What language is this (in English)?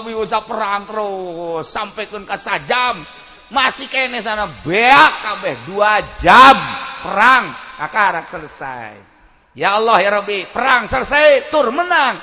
Sundanese